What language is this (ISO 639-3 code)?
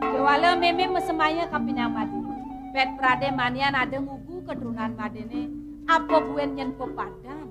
ban